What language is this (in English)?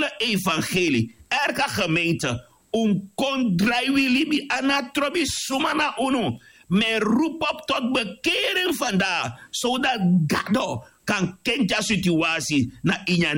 Sranan Tongo